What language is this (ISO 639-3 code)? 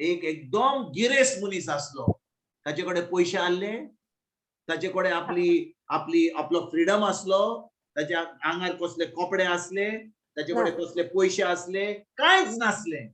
kok